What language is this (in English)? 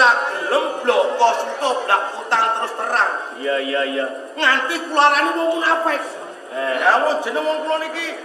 Javanese